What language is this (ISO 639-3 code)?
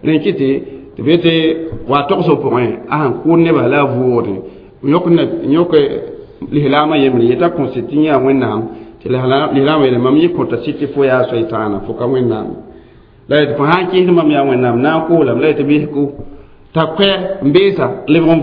mos